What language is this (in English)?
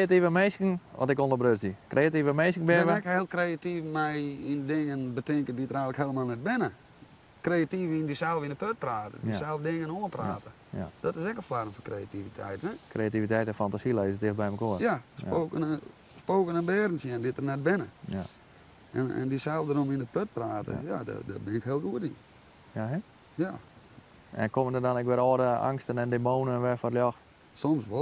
Western Frisian